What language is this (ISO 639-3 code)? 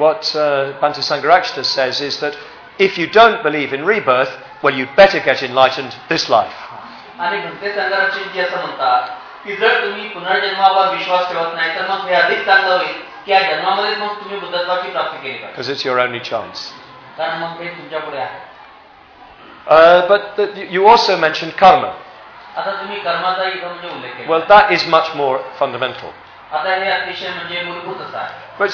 mar